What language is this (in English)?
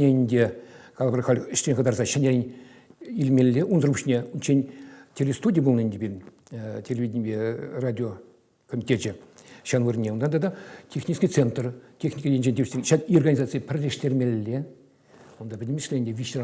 Chuvash